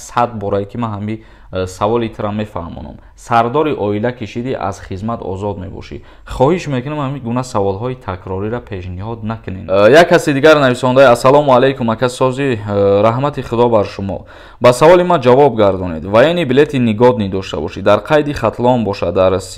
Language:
Tajik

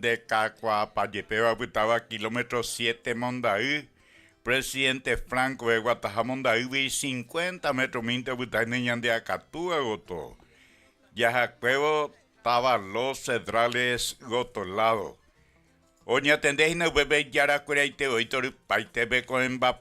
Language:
Guarani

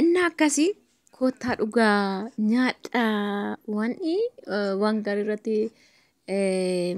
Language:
Oromo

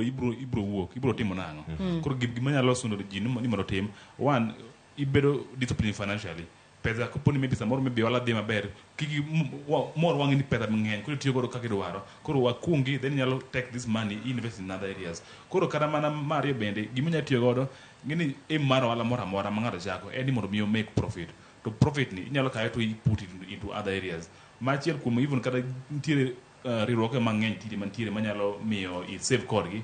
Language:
Luo (Kenya and Tanzania)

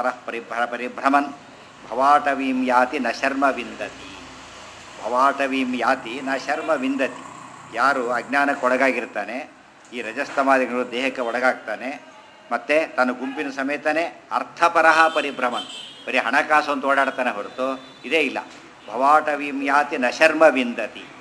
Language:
Kannada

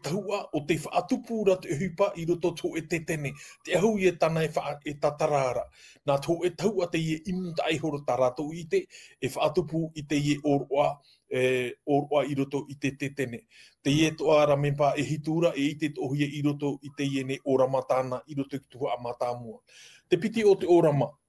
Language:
Tahitian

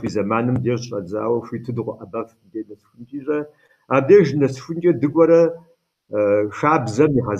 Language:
Kabardian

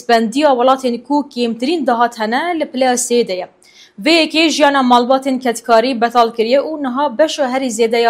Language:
Kurdish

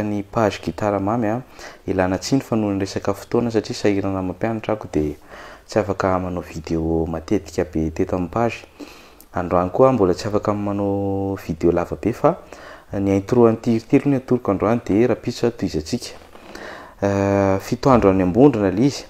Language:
Malagasy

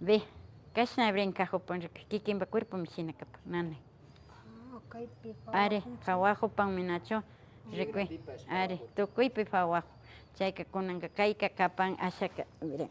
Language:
Imbabura Highland Quichua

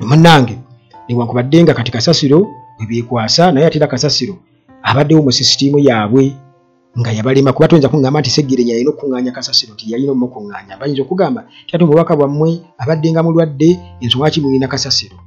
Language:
Ganda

